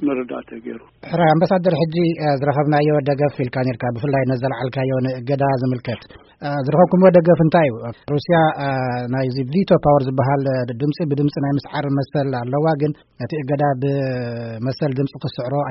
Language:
Tigrinya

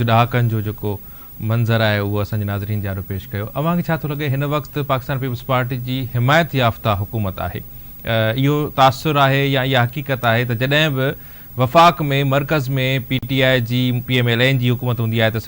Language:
Sindhi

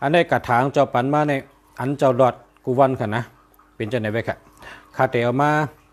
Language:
Shan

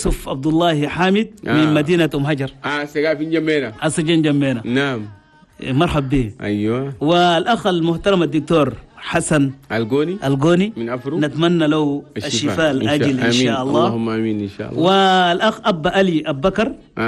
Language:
Chadian Arabic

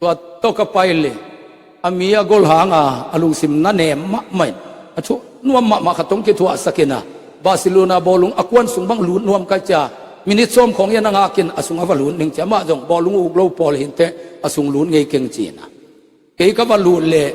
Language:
Tedim Chin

